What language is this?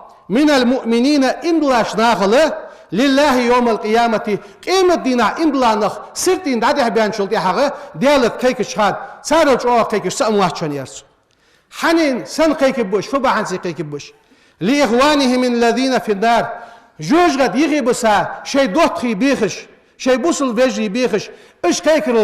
Ingush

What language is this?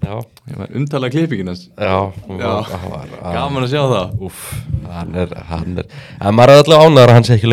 Icelandic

